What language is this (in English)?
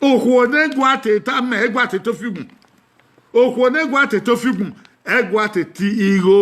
Bini